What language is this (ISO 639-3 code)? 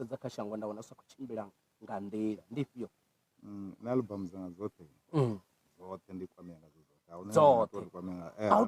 ven